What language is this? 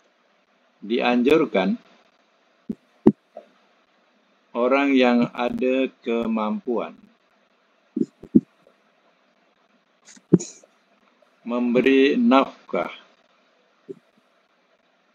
Malay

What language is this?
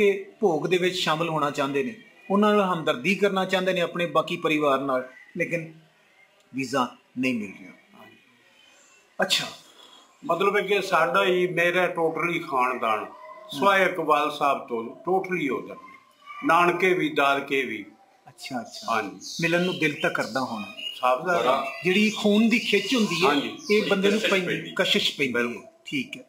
Punjabi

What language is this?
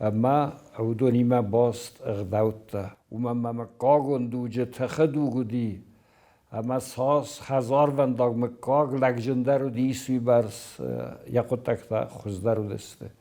Ossetic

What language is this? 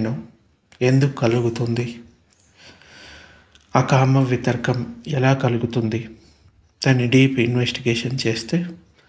Telugu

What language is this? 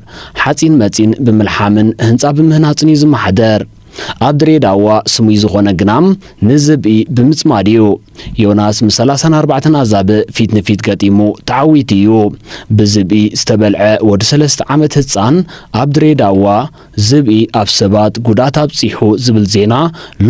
Tigrinya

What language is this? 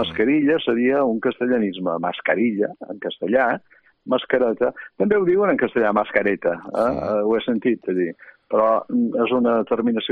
Catalan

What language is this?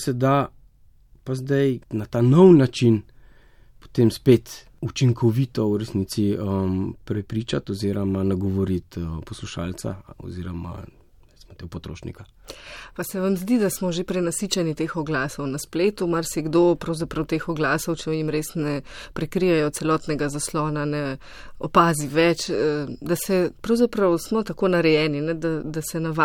Slovenian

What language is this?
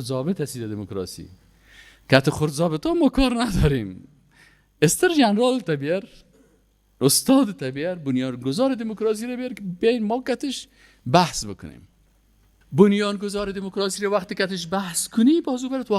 Persian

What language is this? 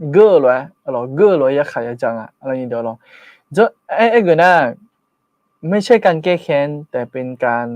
Akha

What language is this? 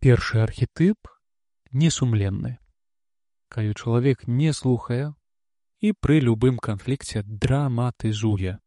Belarusian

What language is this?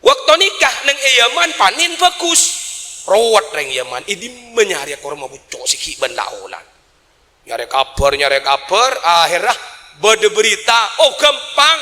Madurese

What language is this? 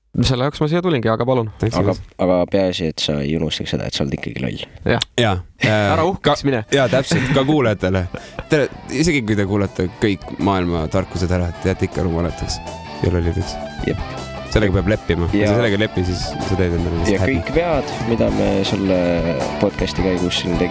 Estonian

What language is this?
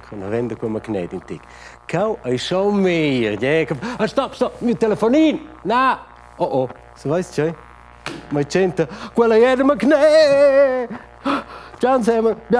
Romansh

